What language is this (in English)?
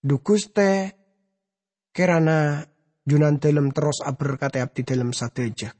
Madurese